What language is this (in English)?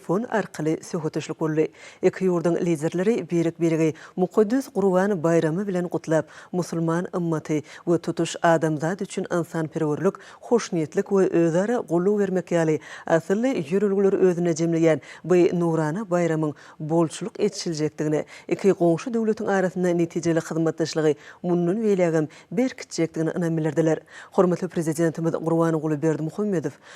Turkmen